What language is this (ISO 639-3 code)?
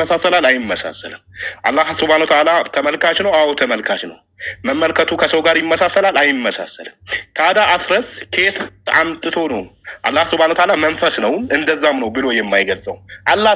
amh